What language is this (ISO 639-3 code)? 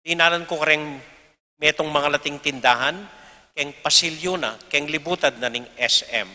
pam